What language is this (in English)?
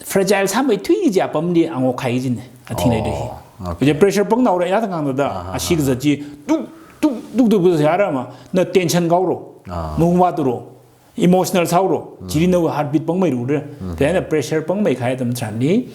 Tangkhul Naga (India)